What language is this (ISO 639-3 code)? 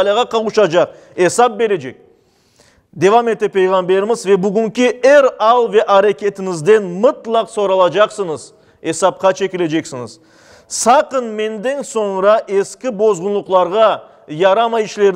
crh